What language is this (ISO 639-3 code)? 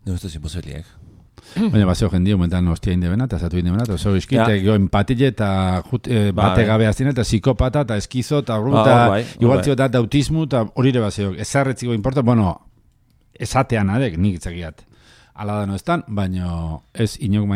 eus